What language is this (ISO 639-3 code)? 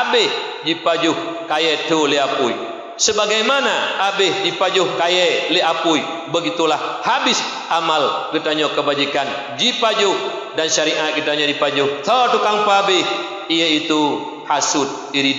ace